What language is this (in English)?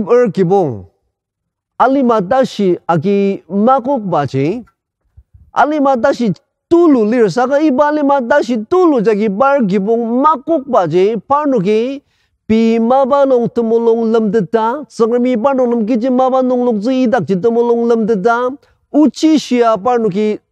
Ao Naga